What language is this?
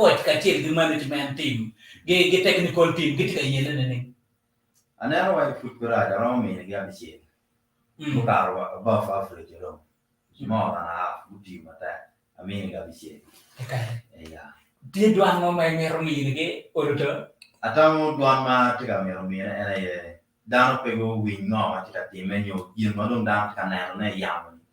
Acoli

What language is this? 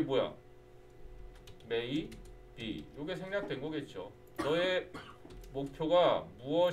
Korean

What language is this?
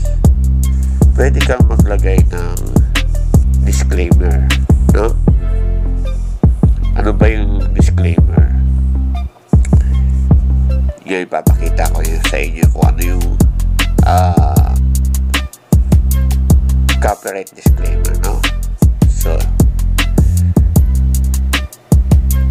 Filipino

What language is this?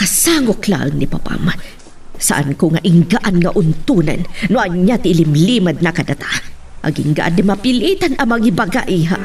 Iloko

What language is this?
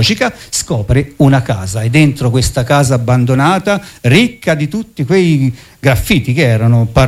Italian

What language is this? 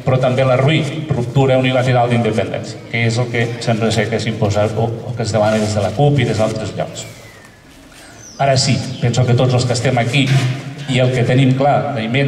Catalan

